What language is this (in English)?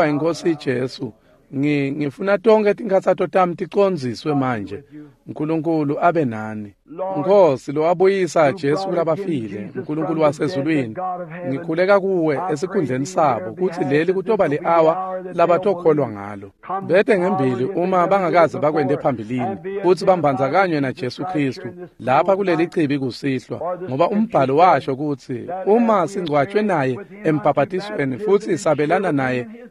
Swati